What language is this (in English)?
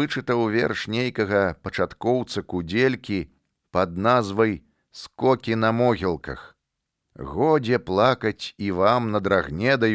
Belarusian